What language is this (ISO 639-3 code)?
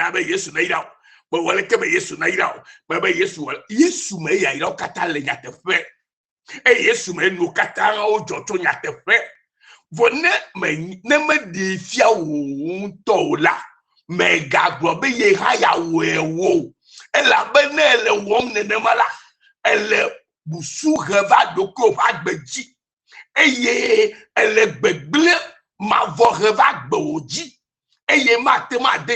ewe